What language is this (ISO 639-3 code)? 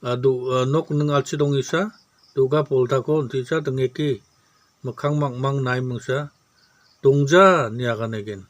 grt